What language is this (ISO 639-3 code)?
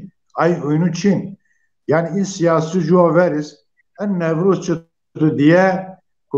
zza